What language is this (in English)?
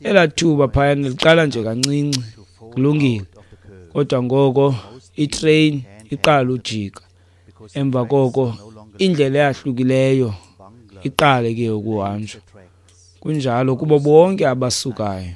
Xhosa